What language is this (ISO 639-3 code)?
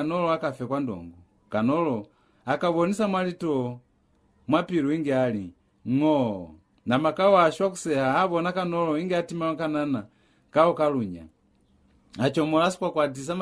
loz